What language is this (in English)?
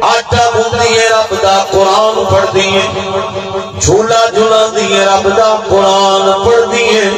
Saraiki